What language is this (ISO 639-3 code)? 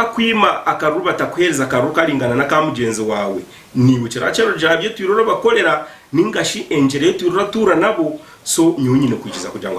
nyn